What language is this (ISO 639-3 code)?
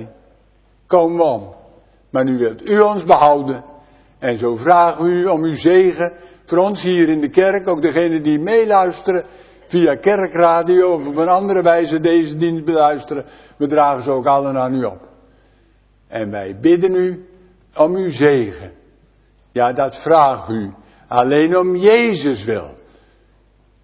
nld